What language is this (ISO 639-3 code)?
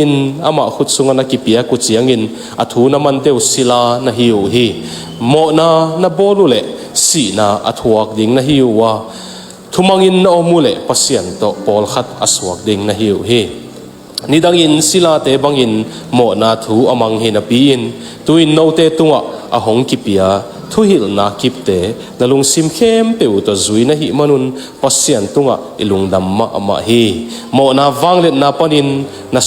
ctd